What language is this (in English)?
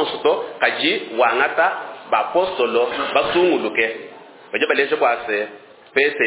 Luba-Lulua